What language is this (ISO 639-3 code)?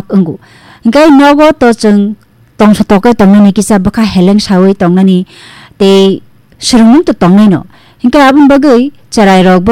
trp